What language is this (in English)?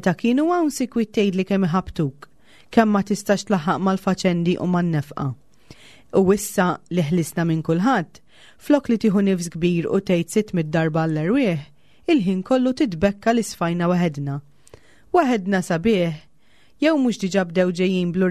Maltese